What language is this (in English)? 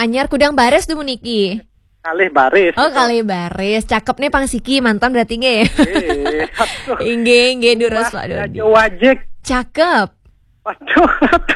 Balinese